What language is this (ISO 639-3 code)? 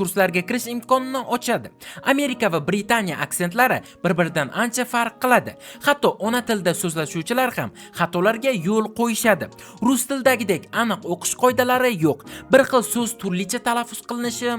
uzb